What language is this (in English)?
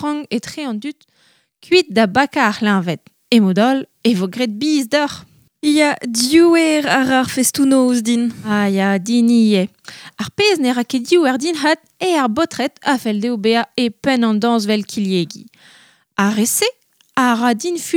Breton